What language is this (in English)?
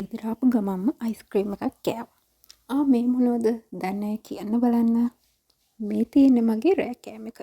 Sinhala